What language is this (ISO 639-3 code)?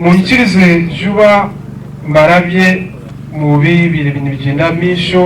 nyn